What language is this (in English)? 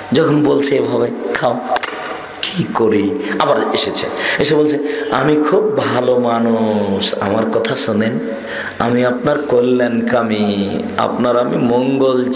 Bangla